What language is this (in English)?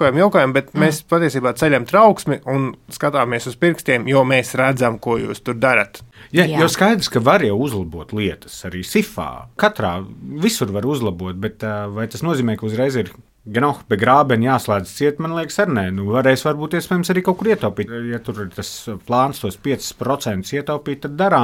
Latvian